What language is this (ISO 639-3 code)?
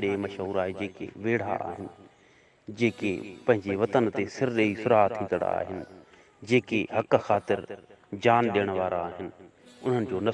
snd